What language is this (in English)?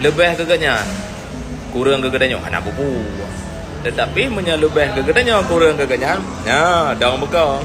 Achinese